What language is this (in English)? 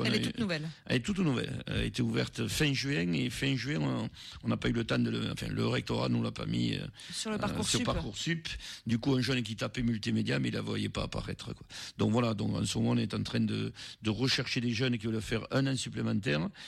French